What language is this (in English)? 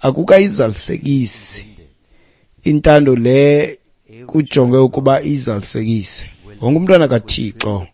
Xhosa